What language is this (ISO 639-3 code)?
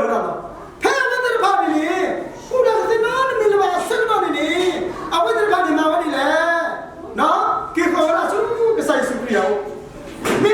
ksw